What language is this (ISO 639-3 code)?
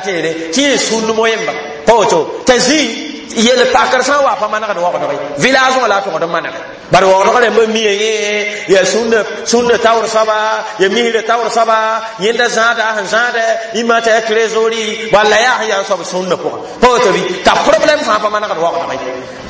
mos